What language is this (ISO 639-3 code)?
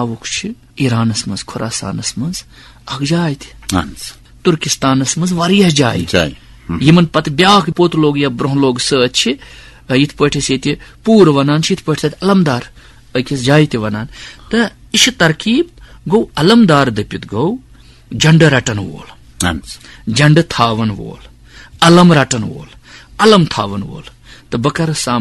kas